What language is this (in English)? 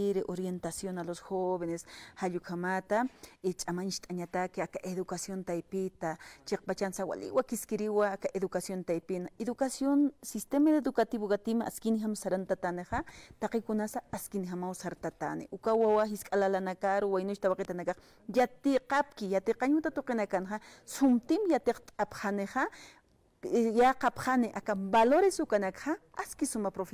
Aymara